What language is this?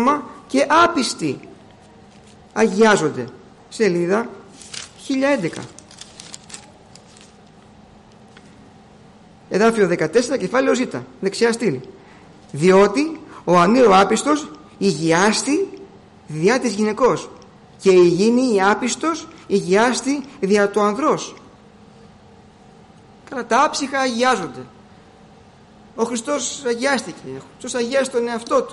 Greek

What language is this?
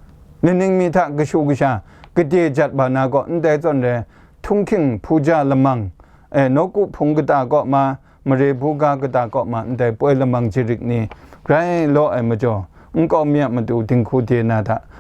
Kachin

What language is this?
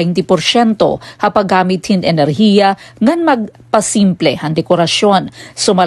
Waray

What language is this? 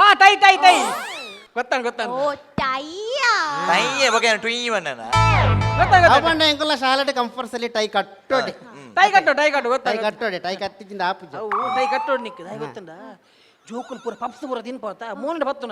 Tulu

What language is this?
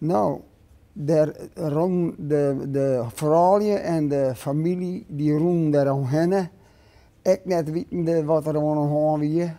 Western Frisian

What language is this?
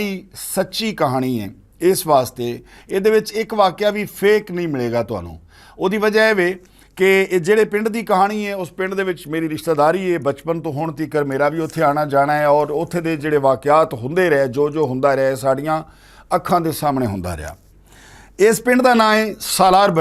Western Panjabi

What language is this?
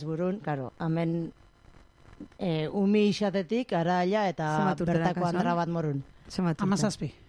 Basque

